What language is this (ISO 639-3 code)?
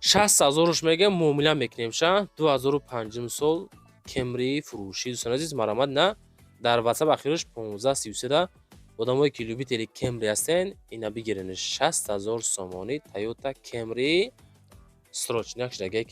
tgk